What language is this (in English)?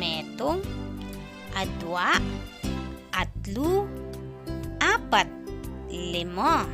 Pampanga